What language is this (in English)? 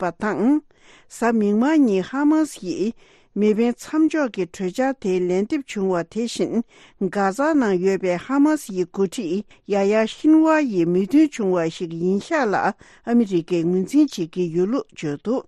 Tibetan